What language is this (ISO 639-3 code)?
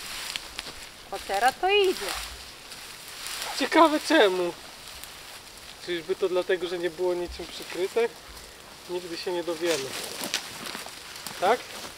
pol